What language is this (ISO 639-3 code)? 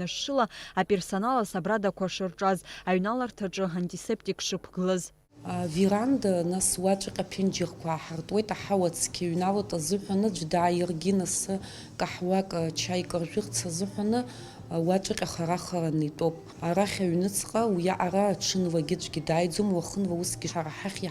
abk